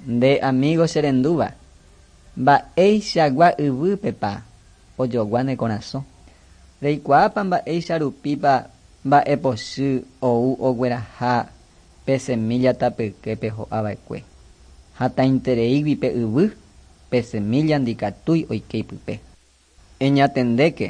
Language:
Guarani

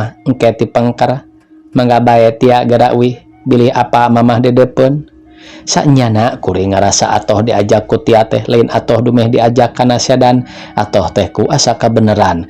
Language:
Sundanese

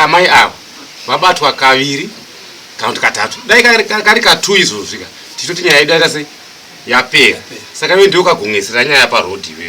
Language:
Shona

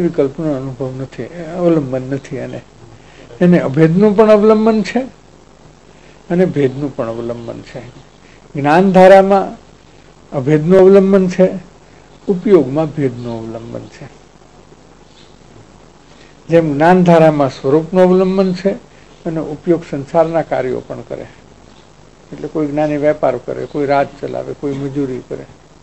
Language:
Gujarati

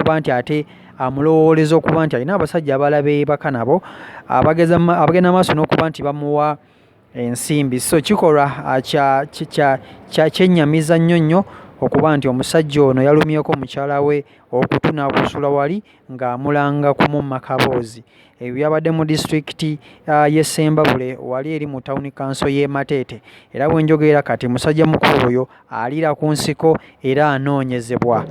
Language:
Ganda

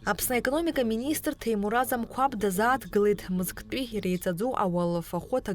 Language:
Abkhazian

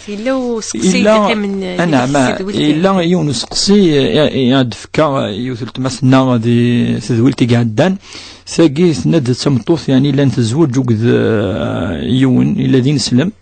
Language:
Kabyle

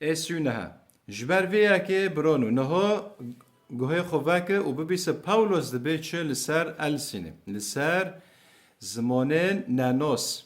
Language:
Kurdish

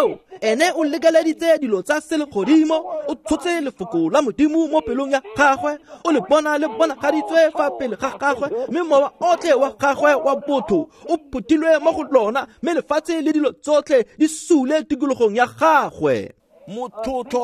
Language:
Tswana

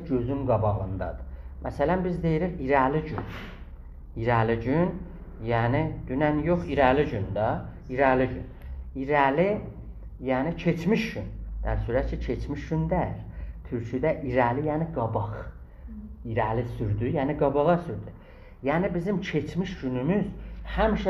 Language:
South Azerbaijani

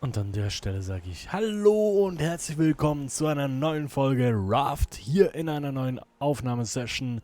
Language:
Swiss German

